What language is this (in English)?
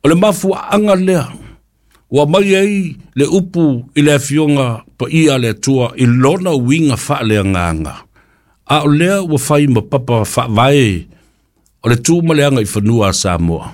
Samoan